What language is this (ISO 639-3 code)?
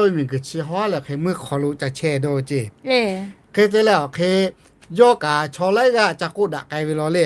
lhu